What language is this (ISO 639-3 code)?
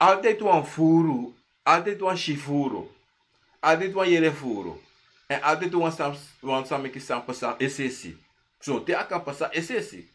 srn